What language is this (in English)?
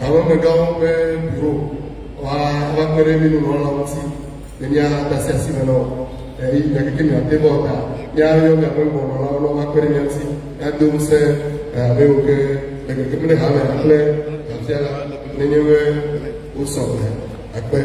Ewe